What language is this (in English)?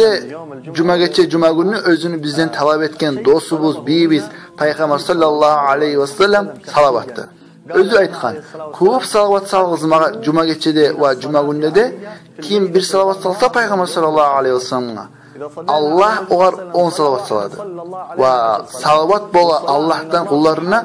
Kumyk